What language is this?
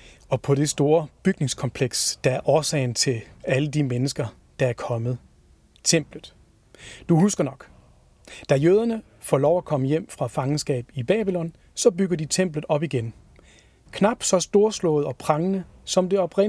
Danish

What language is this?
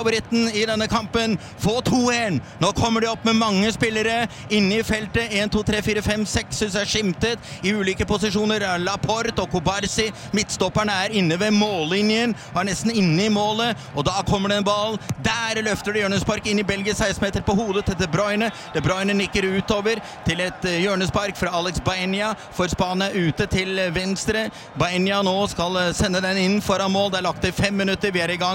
Norwegian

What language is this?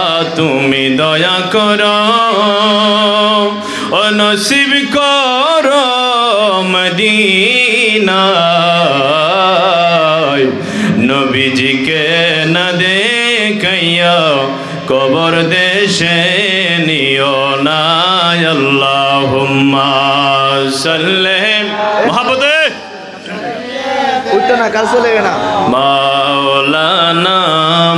Bangla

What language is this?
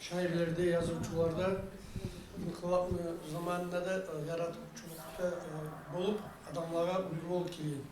Kumyk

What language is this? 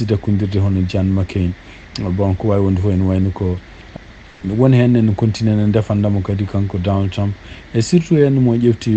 Fula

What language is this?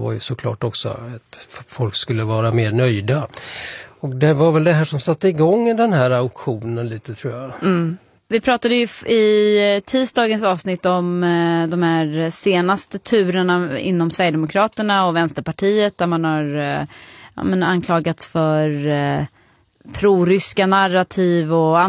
Swedish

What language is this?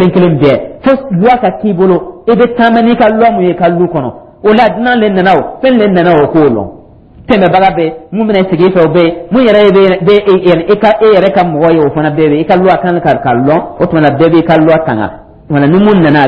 Dyula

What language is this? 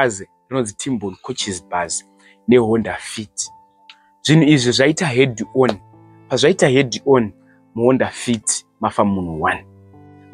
Shona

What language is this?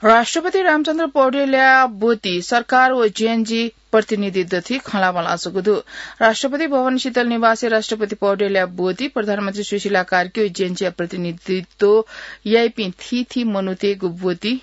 Newari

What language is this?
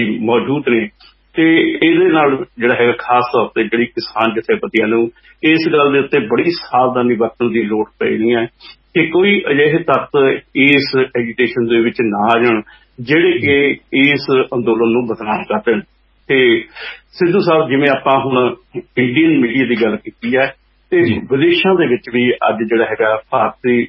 Punjabi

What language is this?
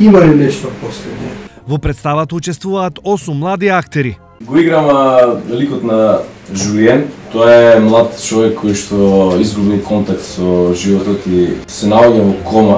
Macedonian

